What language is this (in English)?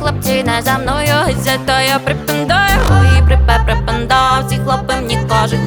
Ukrainian